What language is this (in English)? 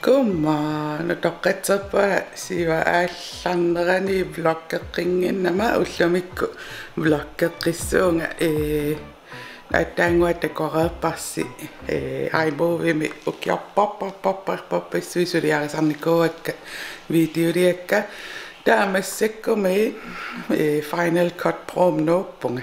Kalaallisut